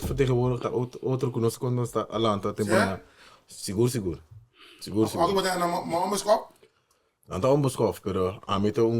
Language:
Papiamento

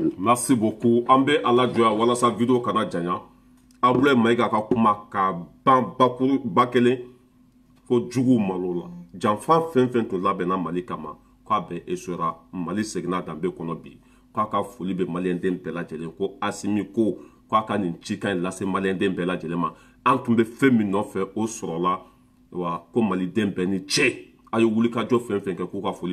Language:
Bambara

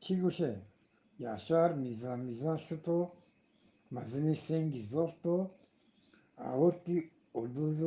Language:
Eastern Balochi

